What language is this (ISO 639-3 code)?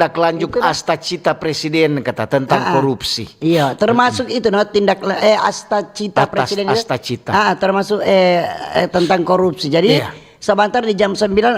xmm